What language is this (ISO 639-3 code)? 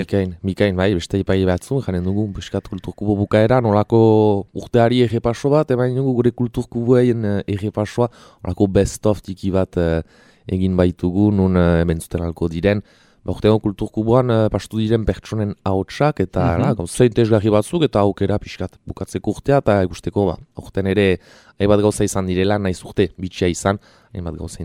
eus